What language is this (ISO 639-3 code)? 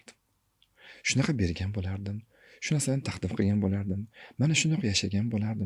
uzb